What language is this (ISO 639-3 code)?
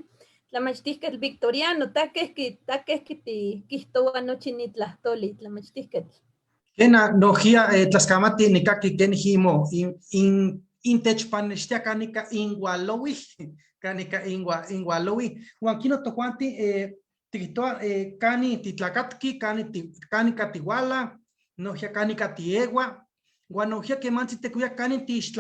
nhe